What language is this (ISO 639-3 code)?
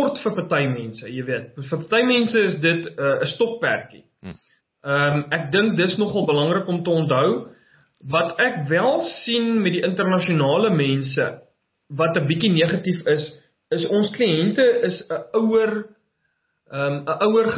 afr